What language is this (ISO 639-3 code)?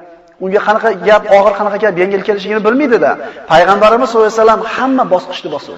uzb